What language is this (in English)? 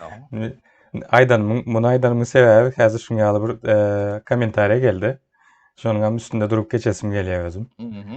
Turkmen